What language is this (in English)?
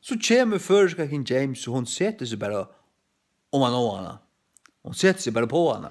Faroese